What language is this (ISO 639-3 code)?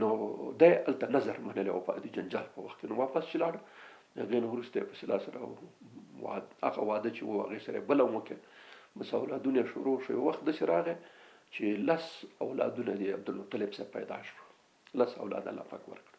pus